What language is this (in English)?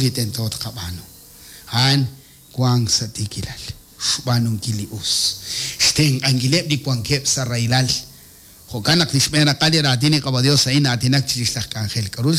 Kekchí